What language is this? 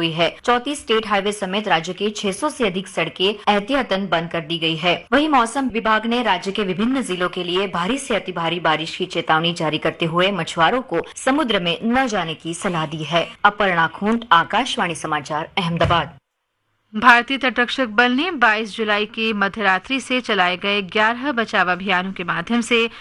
Hindi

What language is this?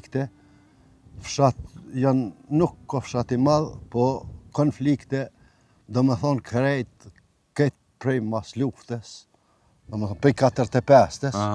Albanian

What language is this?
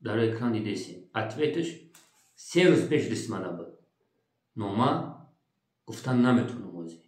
Tajik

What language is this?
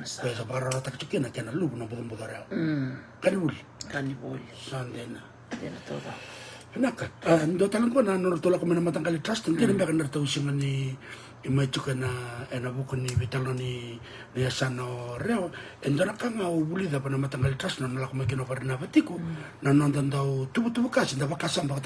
Fijian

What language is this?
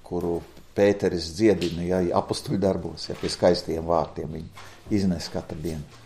Latvian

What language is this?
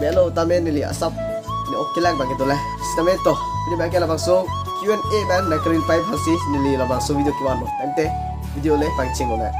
Karbi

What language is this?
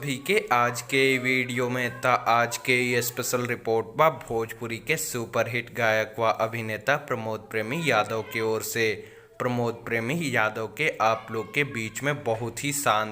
Bhojpuri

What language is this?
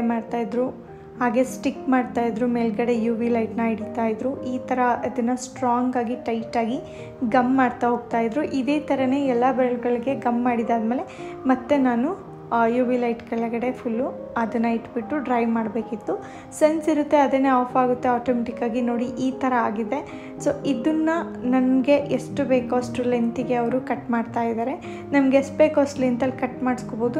Kannada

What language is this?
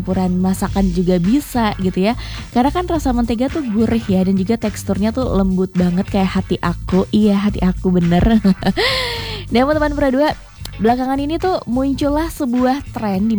Indonesian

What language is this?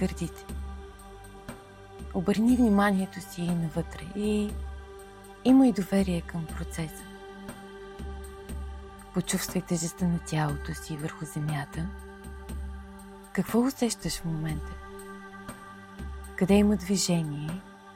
Bulgarian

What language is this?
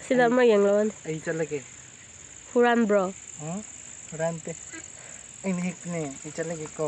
Manipuri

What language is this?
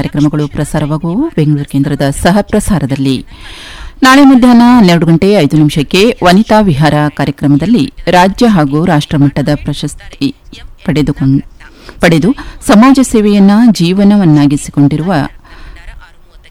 Kannada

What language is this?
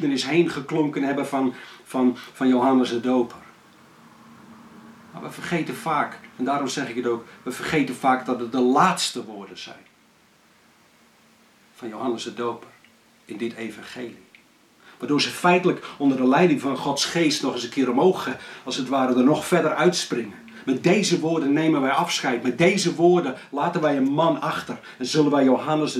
Dutch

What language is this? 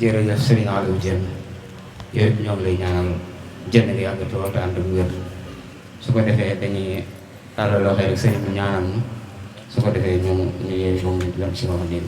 Wolof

